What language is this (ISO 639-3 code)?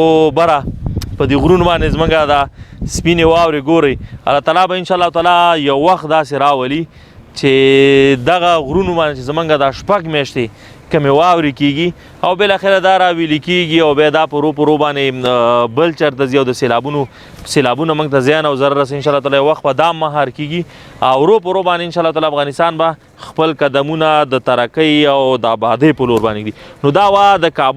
pus